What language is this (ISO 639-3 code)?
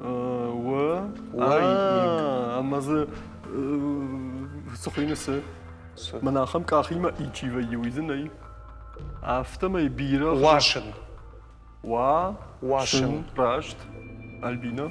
oss